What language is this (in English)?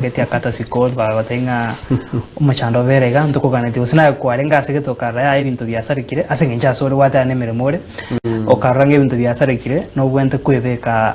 Gusii